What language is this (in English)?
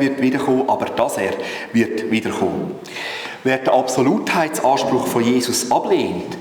Swiss German